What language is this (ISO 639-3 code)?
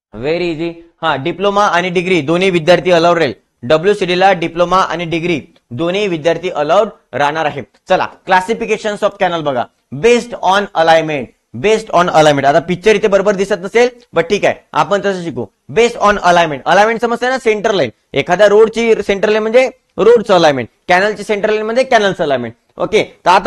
mar